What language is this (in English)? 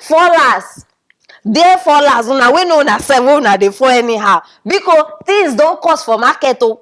Nigerian Pidgin